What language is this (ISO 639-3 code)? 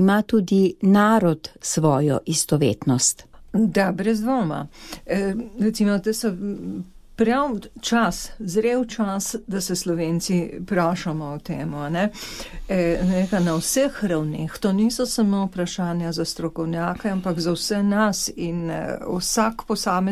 slv